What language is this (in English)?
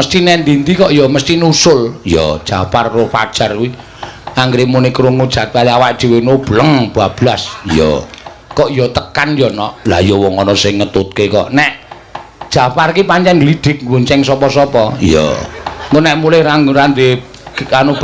Javanese